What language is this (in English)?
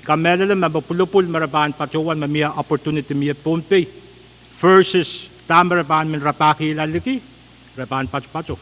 Pohnpeian